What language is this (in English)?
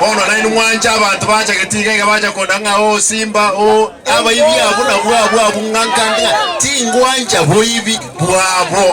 Gusii